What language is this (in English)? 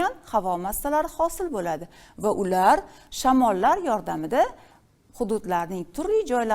Uzbek